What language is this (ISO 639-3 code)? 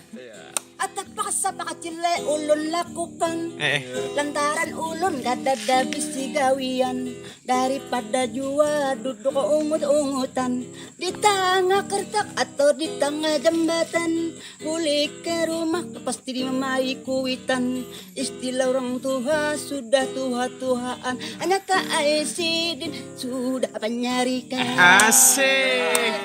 bjn